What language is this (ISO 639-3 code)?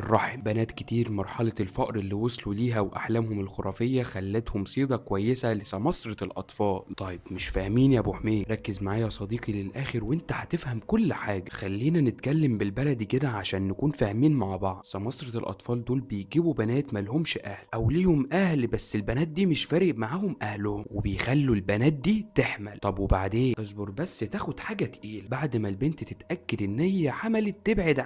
arz